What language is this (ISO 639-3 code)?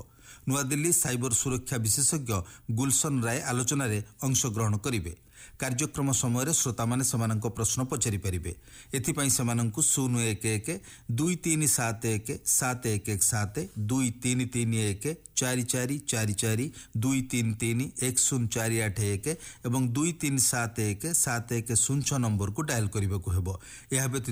ori